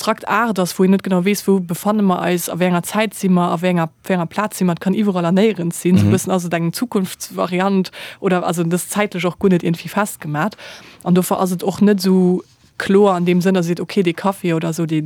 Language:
Luxembourgish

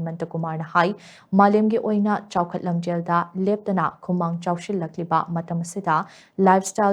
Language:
Manipuri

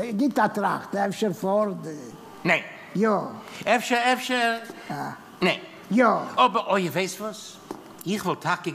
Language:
Yiddish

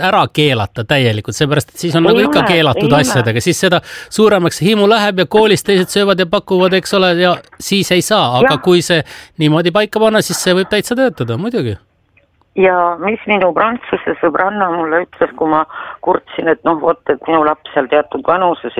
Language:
Estonian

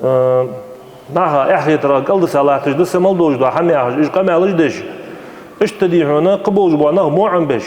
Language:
Ingush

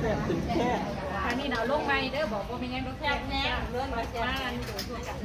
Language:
Northeastern Thai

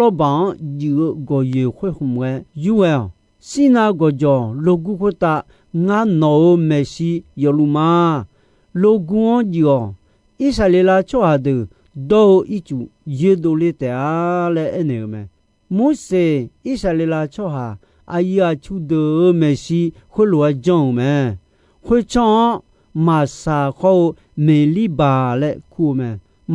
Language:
Akha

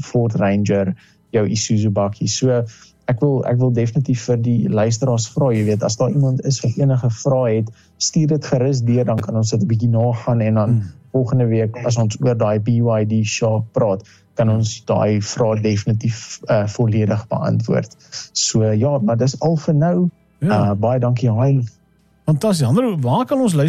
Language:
Afrikaans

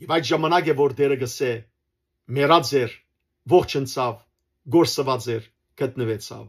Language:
Western Armenian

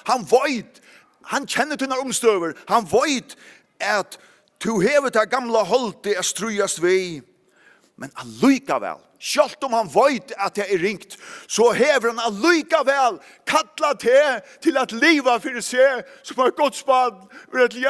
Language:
Faroese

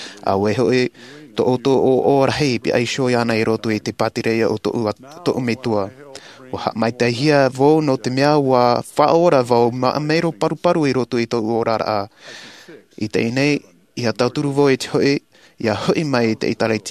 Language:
Tahitian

